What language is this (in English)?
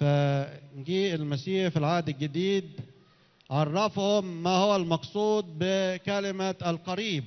Egyptian Arabic